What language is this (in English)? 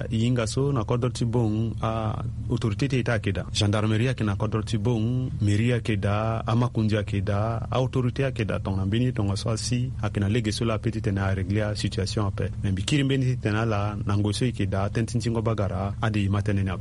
Sango